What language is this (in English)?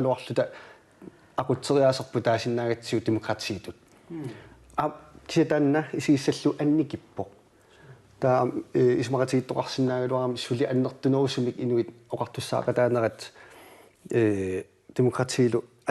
Kalaallisut